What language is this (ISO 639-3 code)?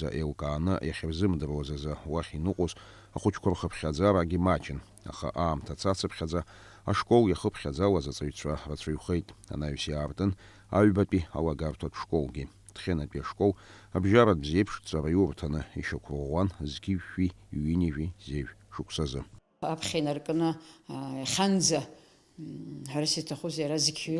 abk